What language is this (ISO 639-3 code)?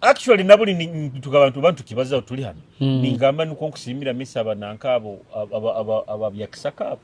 nyo